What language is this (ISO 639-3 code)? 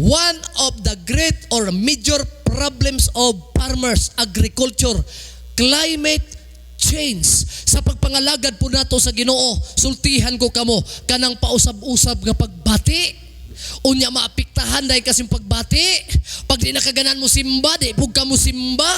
ceb